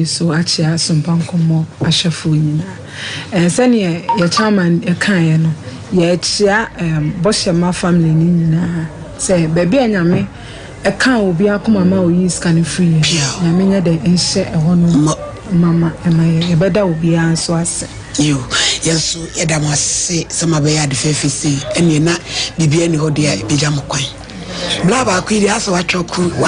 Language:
Akan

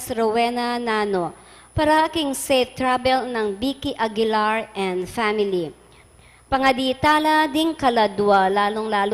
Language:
Pampanga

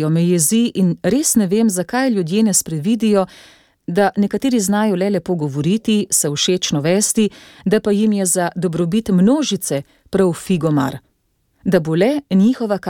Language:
Slovenian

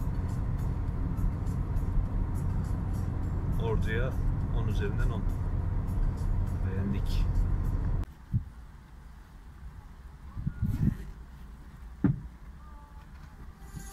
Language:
Turkish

